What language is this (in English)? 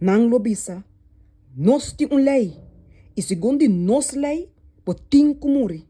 Papiamento